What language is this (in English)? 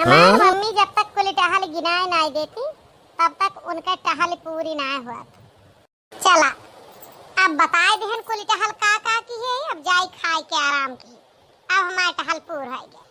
Awadhi